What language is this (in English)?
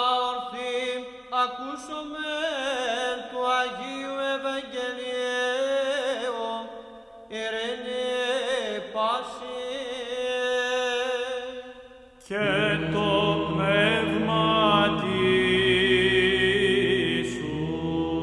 Greek